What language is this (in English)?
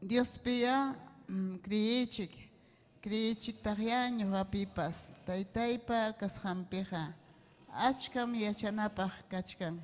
Ayacucho Quechua